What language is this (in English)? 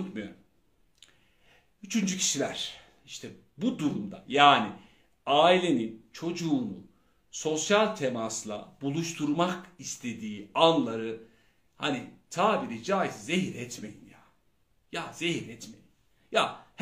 Turkish